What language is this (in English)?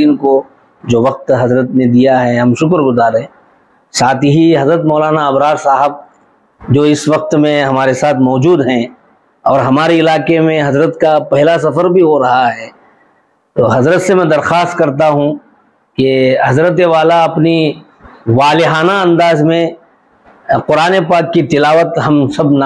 Urdu